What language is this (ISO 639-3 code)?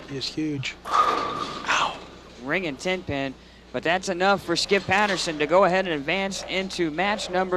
eng